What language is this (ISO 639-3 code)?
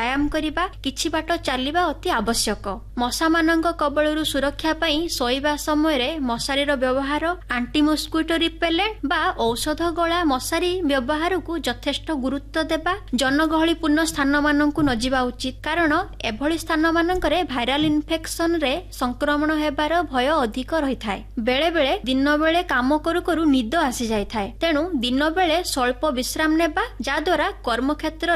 ori